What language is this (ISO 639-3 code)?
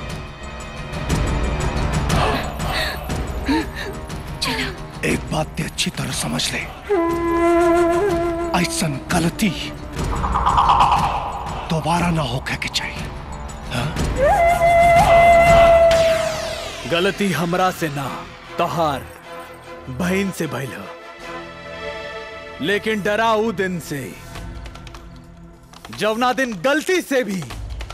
bho